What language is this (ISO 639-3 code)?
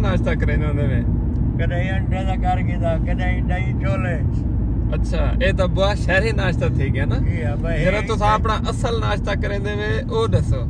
skr